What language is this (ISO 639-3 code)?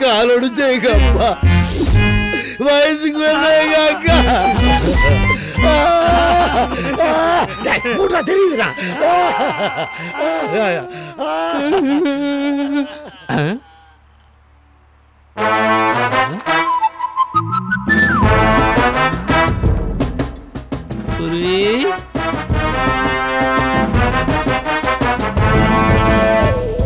tam